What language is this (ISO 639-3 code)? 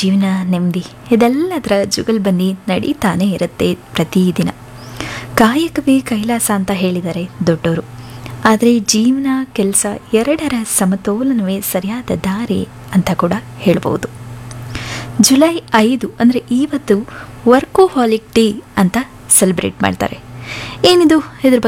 kan